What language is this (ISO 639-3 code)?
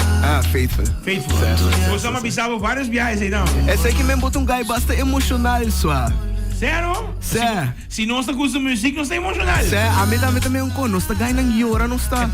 pap